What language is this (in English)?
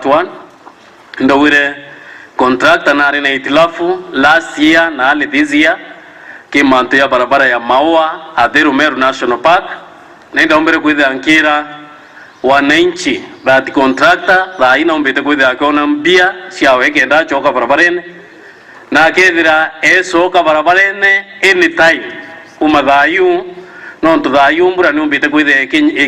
Meru